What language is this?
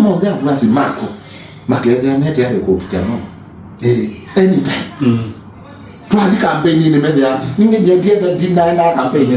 Kamba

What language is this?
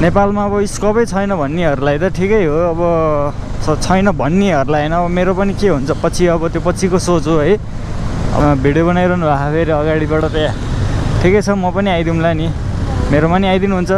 Nepali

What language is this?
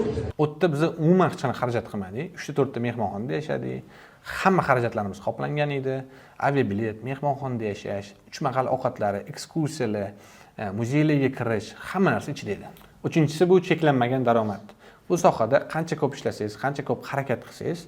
Uzbek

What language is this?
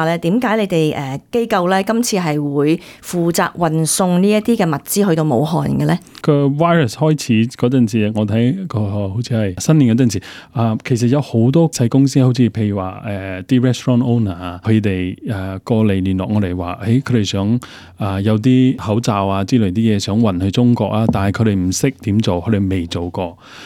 Cantonese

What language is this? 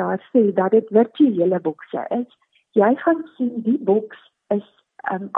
Afrikaans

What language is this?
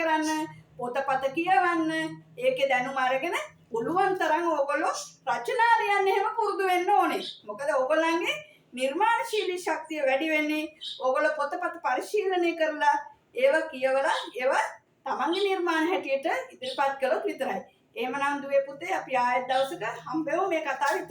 Sinhala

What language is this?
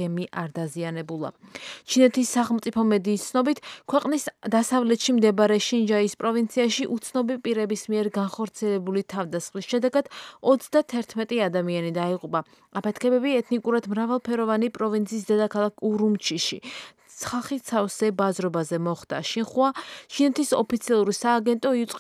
Georgian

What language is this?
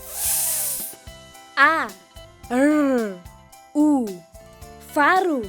Tetum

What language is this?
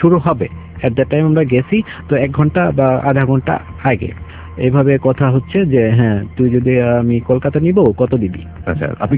Bangla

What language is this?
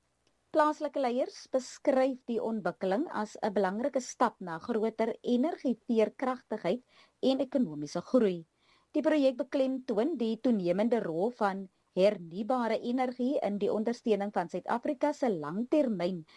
Afrikaans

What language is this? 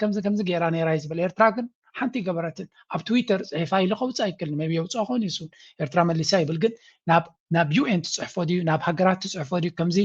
Tigrinya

